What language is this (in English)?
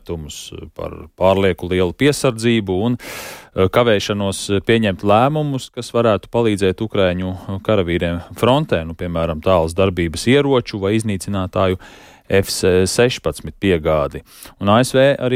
Latvian